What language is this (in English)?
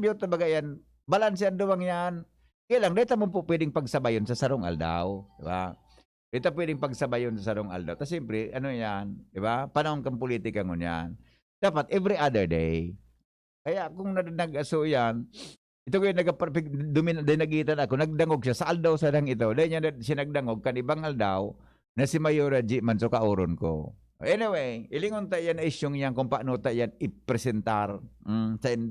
Bikol